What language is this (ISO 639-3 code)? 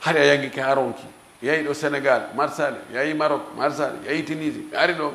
ful